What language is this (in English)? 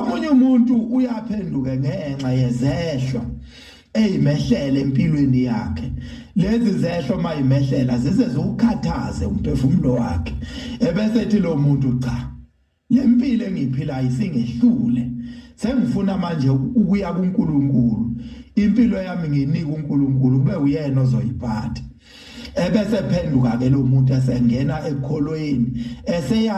Zulu